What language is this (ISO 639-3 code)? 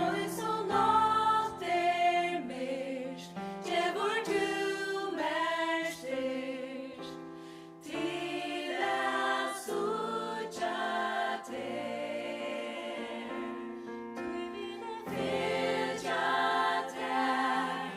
fao